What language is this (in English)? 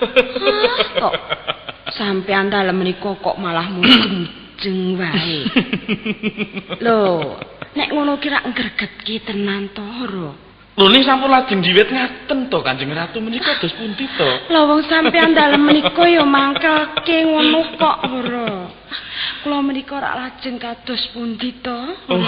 Javanese